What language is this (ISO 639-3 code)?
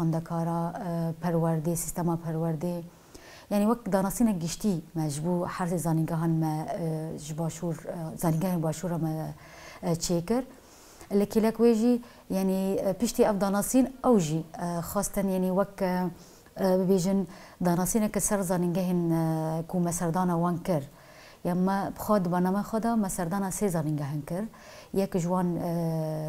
kur